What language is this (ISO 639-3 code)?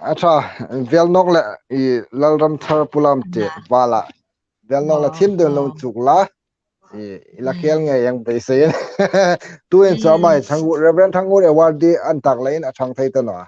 hmr